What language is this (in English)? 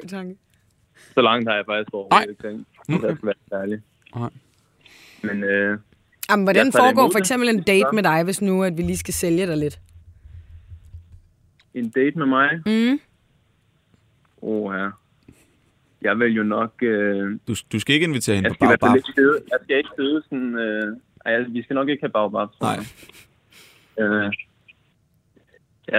Danish